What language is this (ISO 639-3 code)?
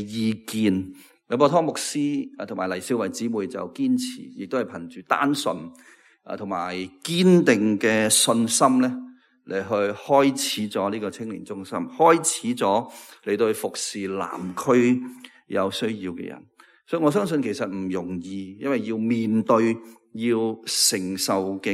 yue